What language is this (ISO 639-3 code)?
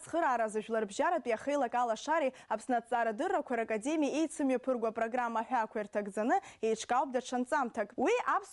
abk